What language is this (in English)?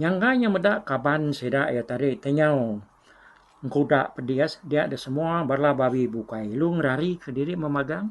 Iban